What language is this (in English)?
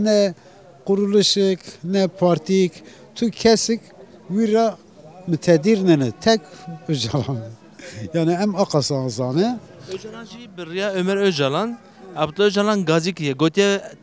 Kurdish